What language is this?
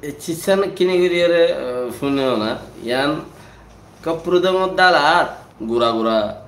Rohingya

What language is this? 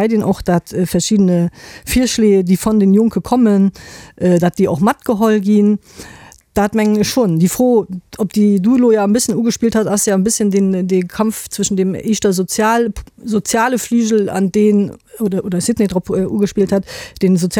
Luxembourgish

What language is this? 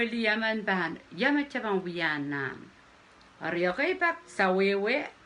Pohnpeian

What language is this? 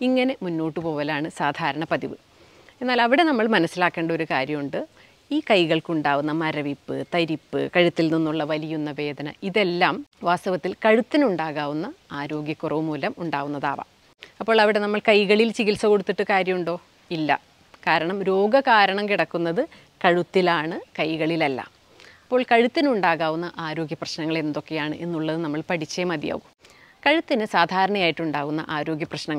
Malayalam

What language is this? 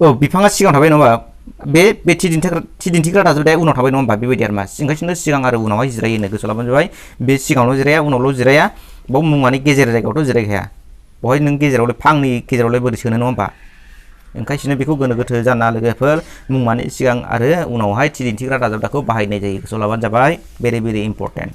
Bodo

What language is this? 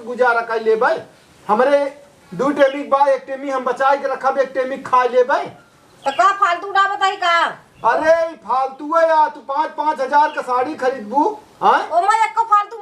Awadhi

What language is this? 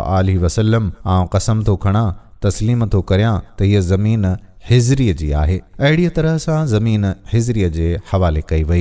Sindhi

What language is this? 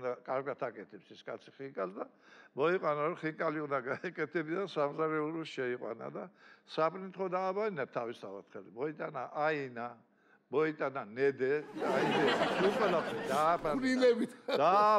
Georgian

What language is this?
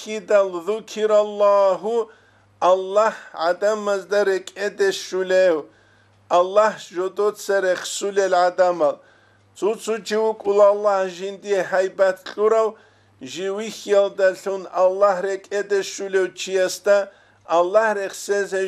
Avaric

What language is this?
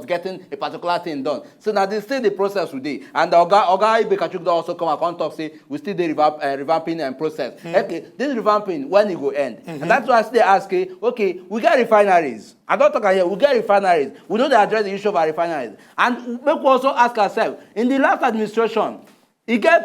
Nigerian Pidgin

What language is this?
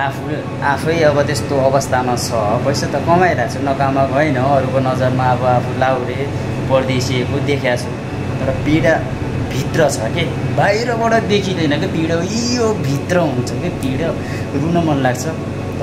Nepali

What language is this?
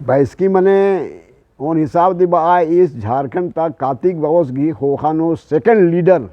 Kurukh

